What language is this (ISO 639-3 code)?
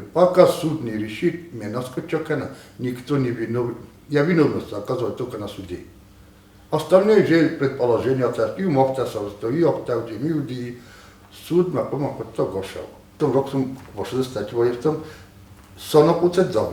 oss